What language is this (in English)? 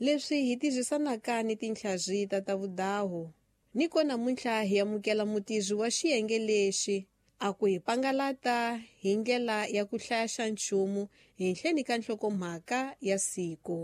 Tsonga